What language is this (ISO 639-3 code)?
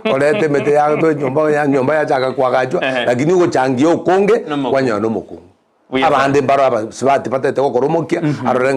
guz